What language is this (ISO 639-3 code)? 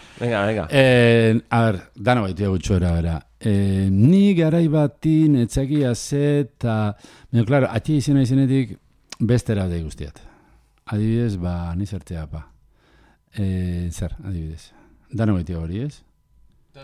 eus